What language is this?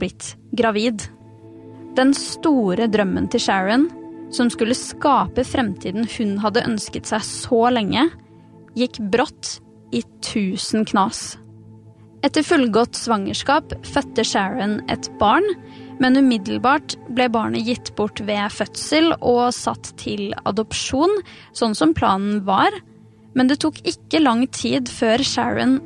Norwegian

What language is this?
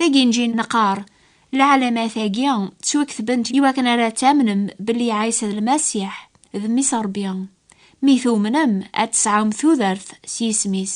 Kabyle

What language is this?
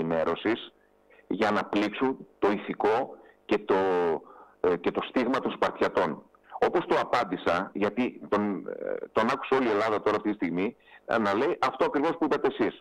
Greek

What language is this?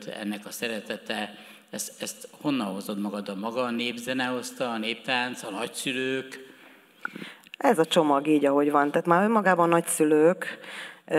Hungarian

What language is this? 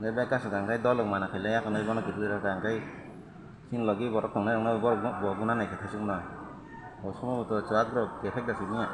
Kok Borok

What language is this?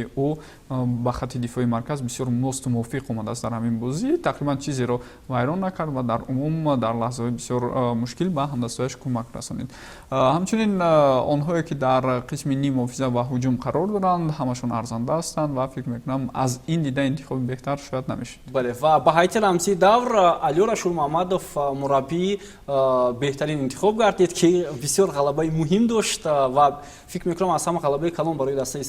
Tajik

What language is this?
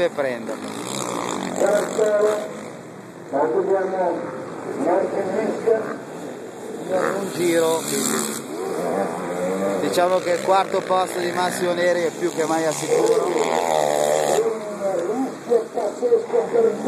Italian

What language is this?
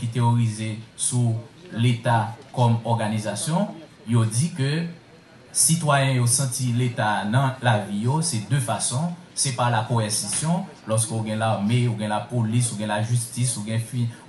Haitian Creole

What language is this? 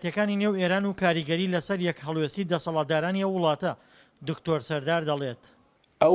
Central Kurdish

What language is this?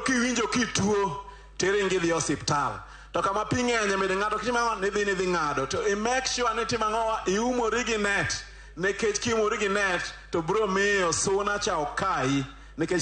Luo (Kenya and Tanzania)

